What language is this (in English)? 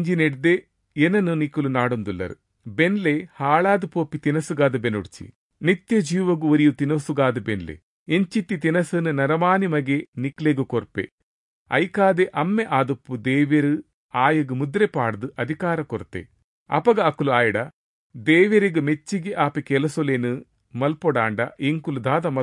Tulu